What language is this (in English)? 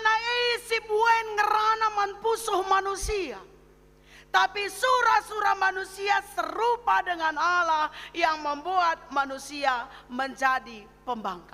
Batak Karo